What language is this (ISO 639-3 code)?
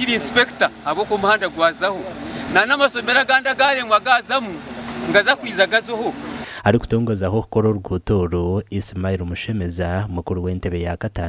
nyn